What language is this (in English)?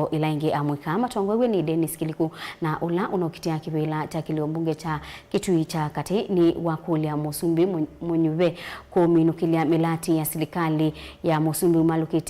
Kamba